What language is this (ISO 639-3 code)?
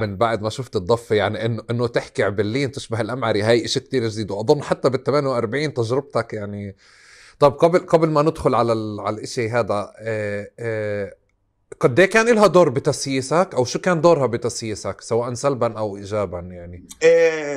apc